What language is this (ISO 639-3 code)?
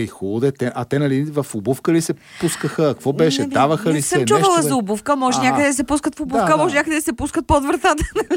bul